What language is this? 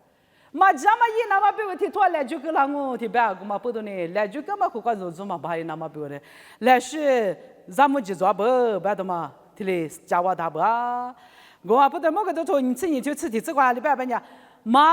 Lisu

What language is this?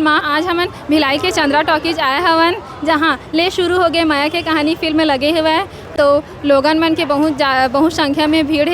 Chhattisgarhi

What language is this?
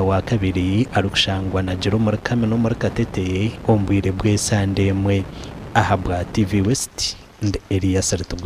Nyankole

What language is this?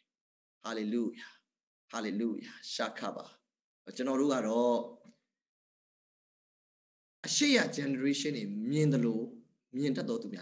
Burmese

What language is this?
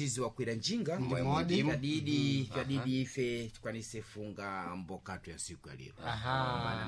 Sena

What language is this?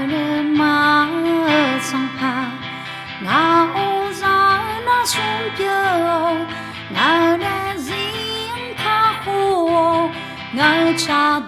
Akha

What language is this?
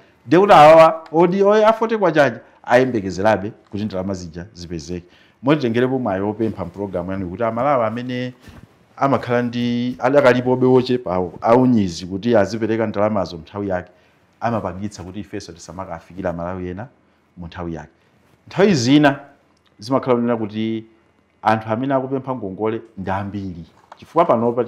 Nyanja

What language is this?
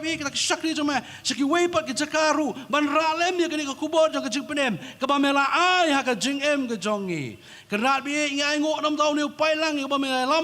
Khasi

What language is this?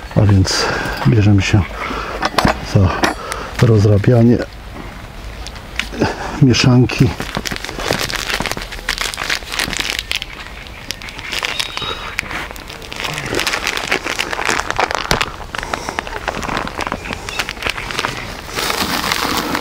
Polish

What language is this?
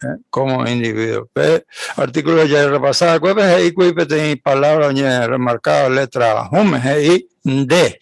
Guarani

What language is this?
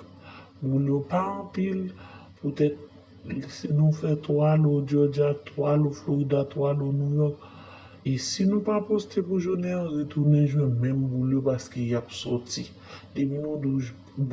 Haitian Creole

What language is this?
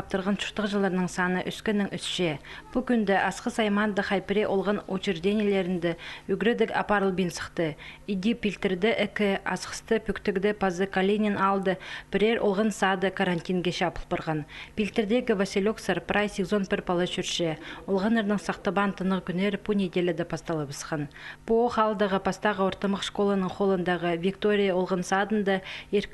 Khakas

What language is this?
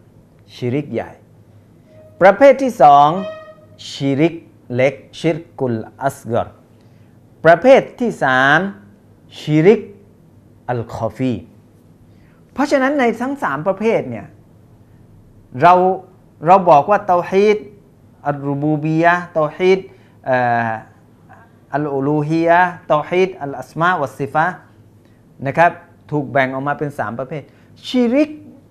Thai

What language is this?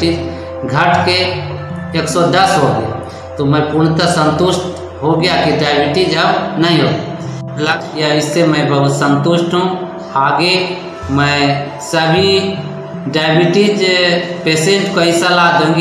Hindi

